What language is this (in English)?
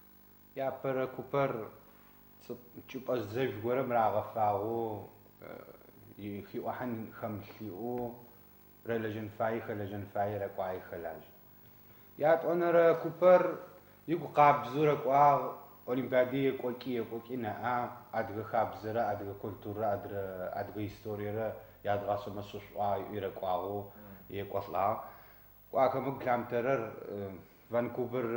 Adyghe